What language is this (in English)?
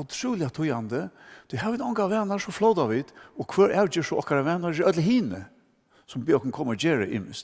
Faroese